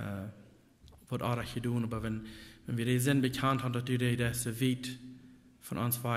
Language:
Plautdietsch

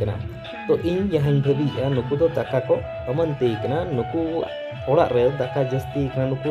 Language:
Santali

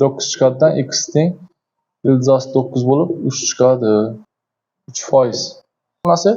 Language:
Uzbek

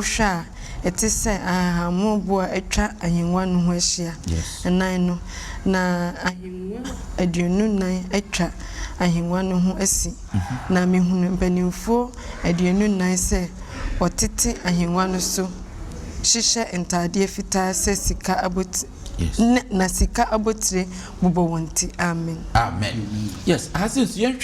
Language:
Akan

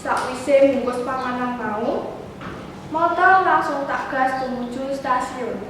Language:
Javanese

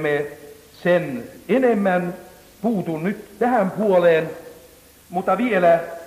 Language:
Finnish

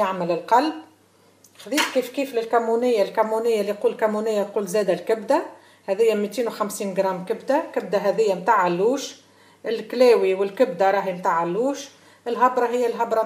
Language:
Tunisian Arabic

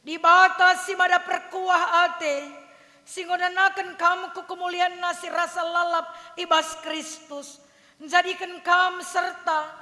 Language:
Batak Karo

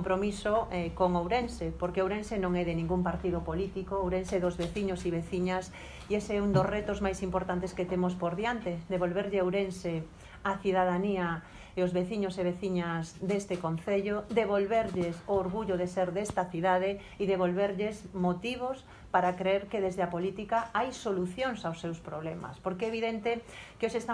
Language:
Galician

